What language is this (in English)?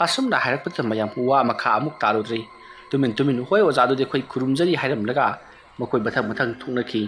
Manipuri